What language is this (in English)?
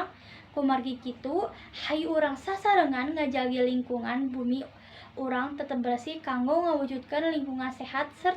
Sundanese